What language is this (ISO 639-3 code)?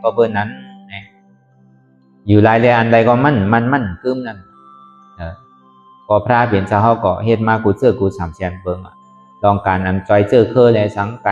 shn